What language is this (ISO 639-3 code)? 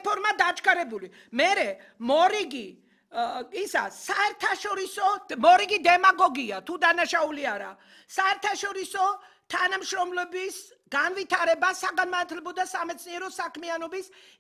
kat